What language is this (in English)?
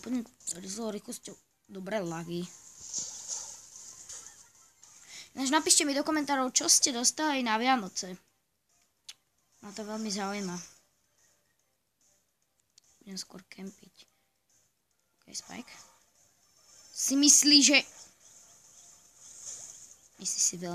Slovak